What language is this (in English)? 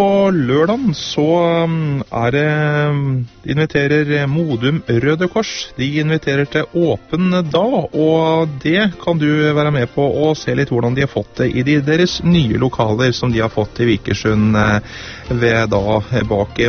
Norwegian